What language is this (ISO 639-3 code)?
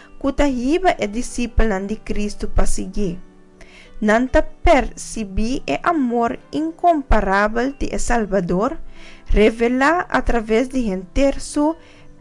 pap